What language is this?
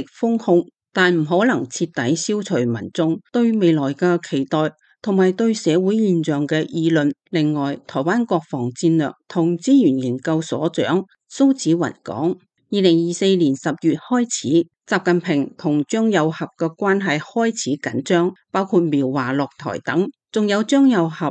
Cantonese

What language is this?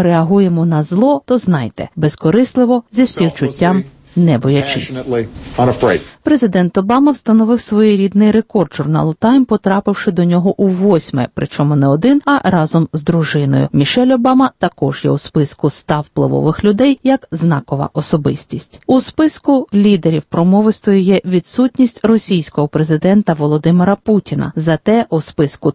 Ukrainian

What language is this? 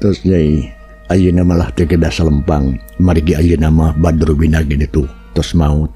Sundanese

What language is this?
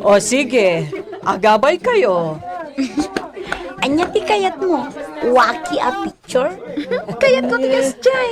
Iloko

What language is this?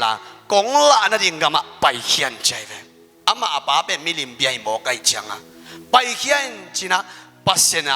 Tedim Chin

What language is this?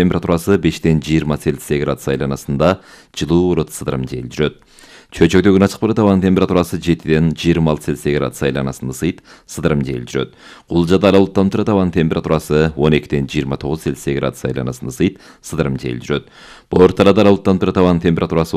Kyrgyz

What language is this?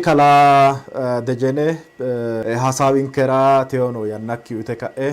Sidamo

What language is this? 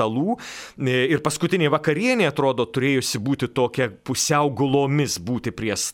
Lithuanian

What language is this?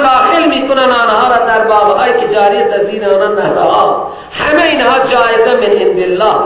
Persian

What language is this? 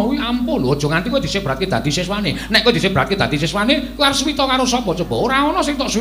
Javanese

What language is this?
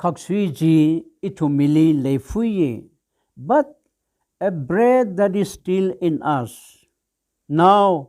Tangkhul Naga (India)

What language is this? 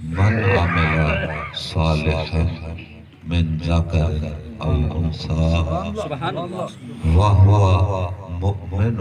Saraiki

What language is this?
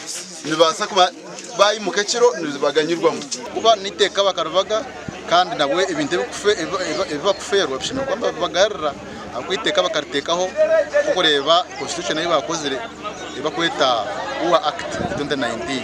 Nyankole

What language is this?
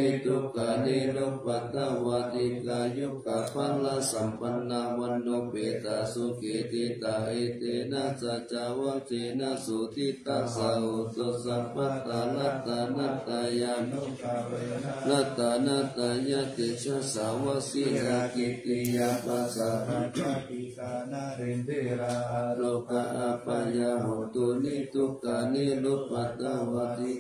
Pali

